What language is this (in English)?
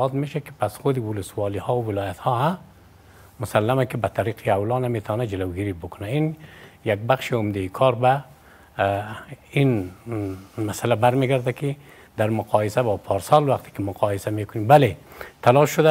Persian